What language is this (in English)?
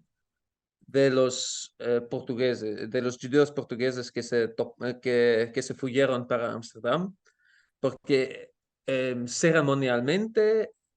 Ladino